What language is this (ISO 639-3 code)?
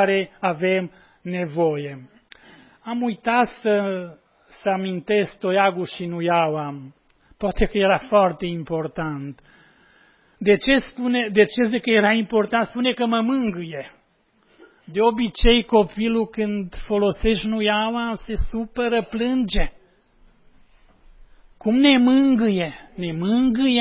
ron